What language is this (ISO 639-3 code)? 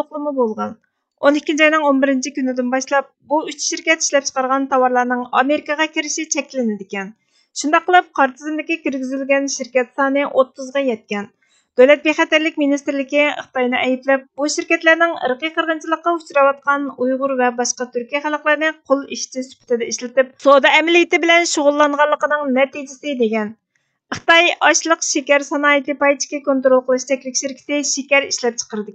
uig